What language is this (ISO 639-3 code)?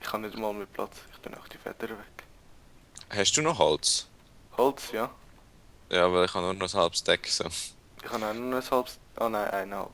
gsw